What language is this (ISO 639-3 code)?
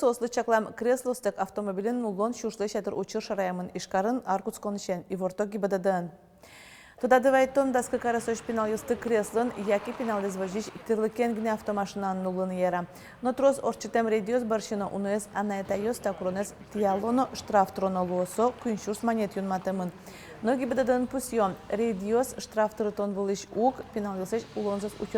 udm